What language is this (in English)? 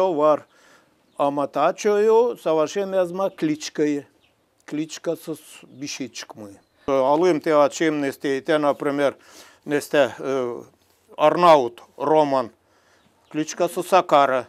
Gagauz